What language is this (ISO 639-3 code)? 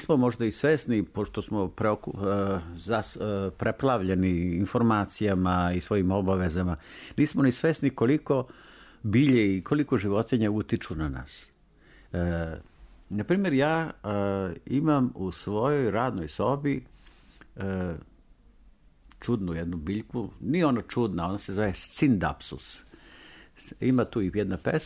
srp